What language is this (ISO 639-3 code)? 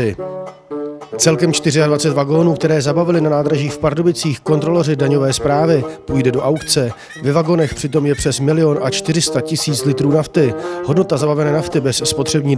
ces